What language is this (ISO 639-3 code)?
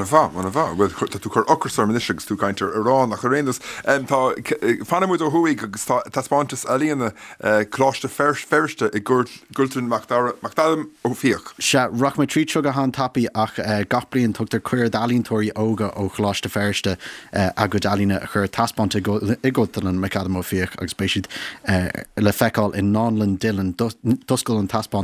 gle